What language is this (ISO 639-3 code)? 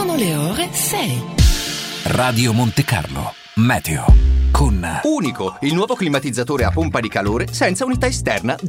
ita